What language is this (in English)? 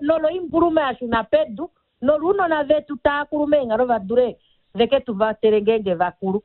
Kuanyama